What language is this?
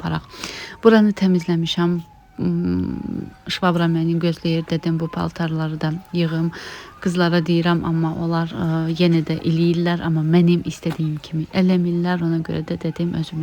Azerbaijani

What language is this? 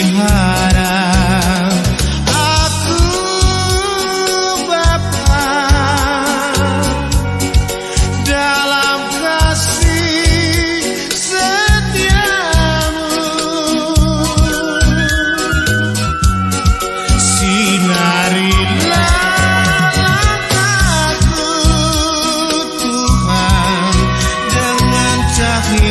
Indonesian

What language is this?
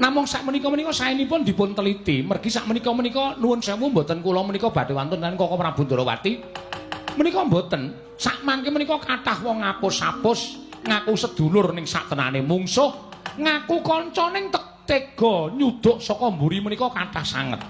Javanese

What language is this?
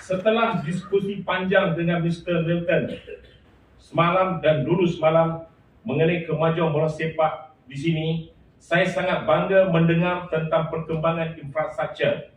Tetum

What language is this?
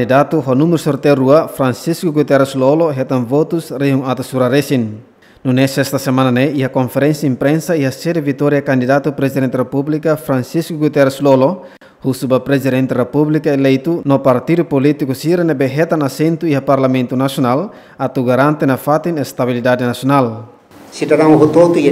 Tetum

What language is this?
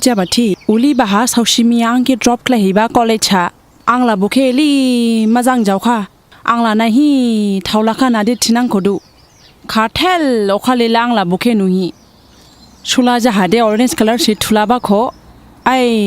Dimasa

